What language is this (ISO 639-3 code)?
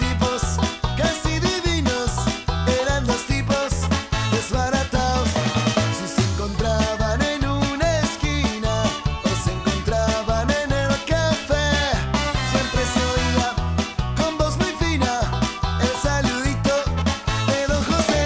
spa